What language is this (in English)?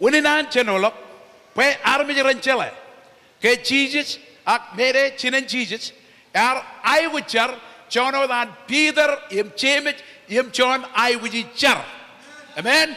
Marshallese